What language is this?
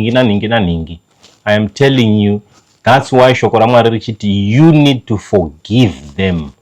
Shona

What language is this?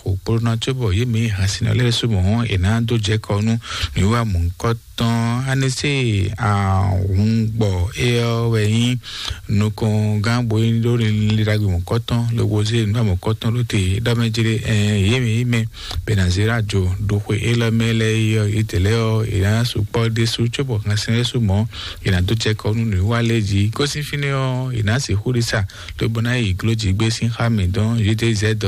Fon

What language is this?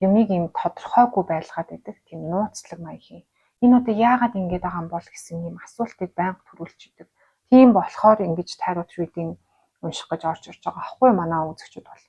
Mongolian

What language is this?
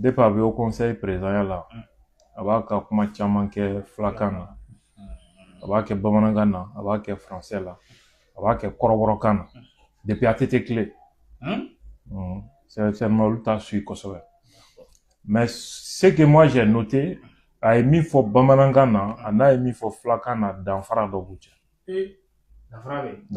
Bambara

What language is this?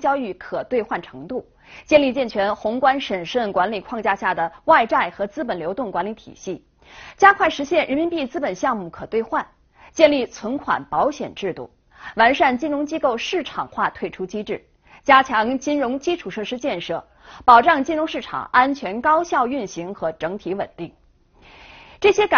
Chinese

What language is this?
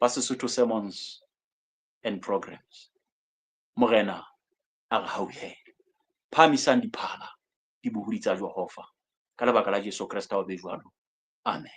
Southern Sotho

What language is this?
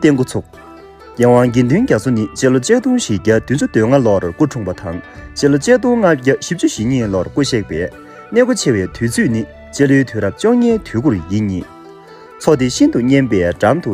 Tibetan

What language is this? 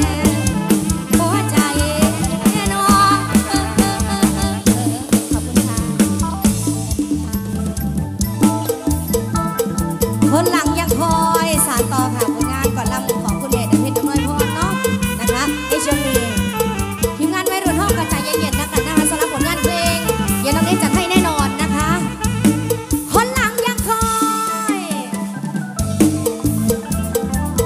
Thai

